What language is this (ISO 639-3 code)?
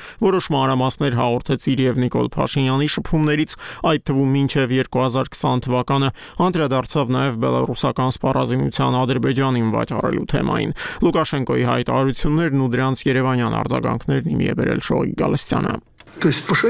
hye